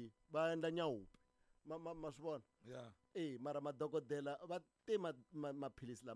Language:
Tsonga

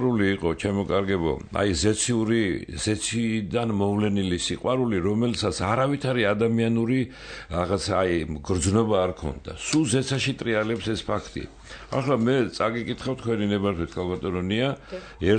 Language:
Georgian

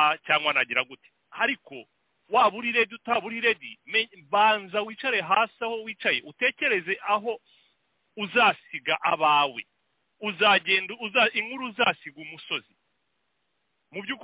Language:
Kinyarwanda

